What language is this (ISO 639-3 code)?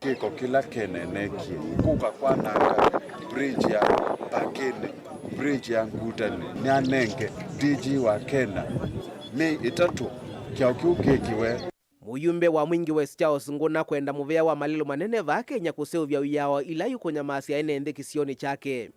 kam